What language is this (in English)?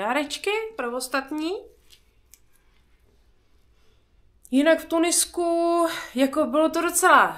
Czech